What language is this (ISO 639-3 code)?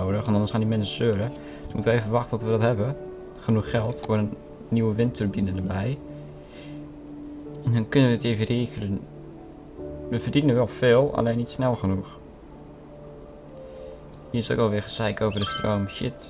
nld